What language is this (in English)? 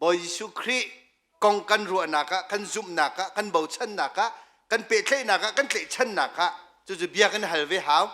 Hakha Chin